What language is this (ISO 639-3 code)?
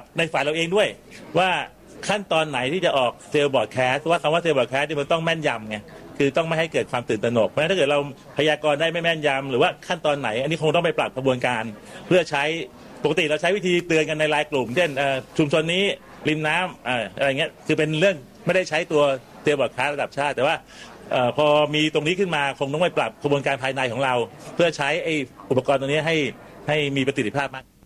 tha